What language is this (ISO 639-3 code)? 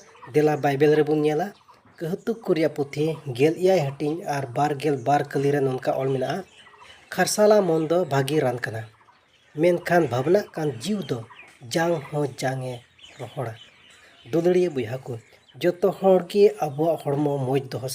sat